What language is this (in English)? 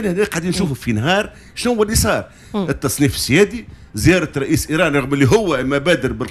Tunisian Arabic